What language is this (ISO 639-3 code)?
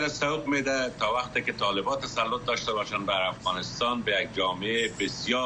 fas